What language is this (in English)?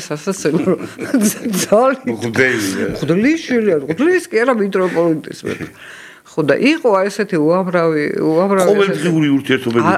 Georgian